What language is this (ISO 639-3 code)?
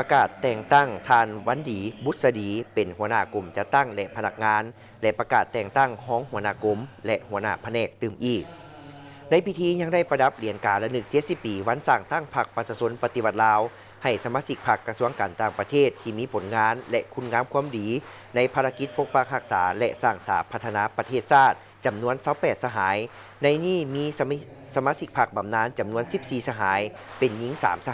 lao